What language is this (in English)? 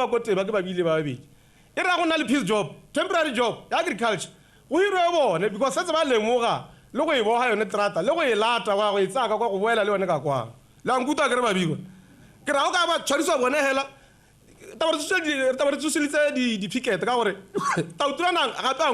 Tswana